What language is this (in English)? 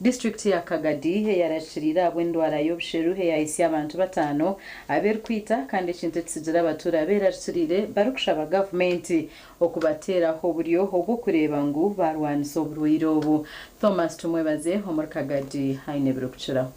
Nyankole